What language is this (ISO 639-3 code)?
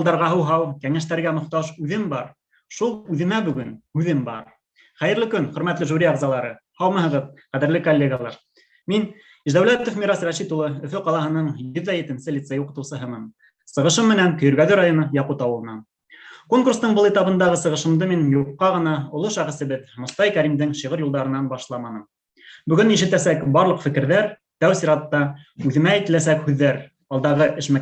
bak